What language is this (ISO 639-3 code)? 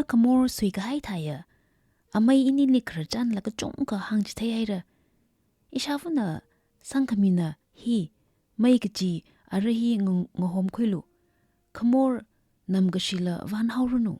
nmf